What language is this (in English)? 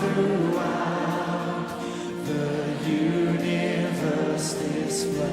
Biatah Bidayuh